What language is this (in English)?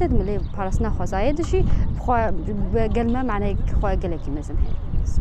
Kurdish